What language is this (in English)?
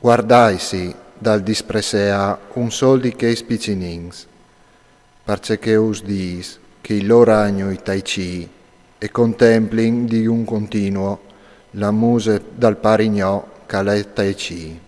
Friulian